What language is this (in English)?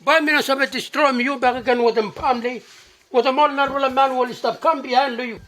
Bislama